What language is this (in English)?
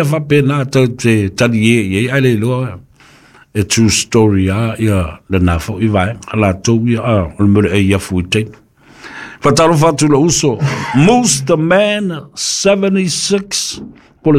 Samoan